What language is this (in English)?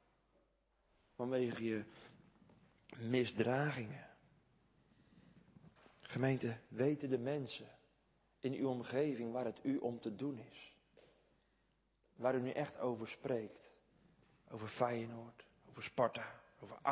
Dutch